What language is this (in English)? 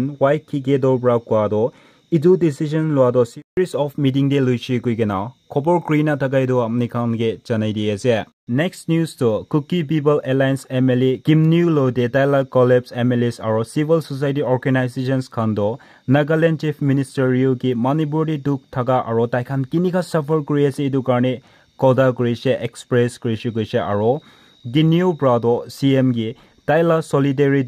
Naga Pidgin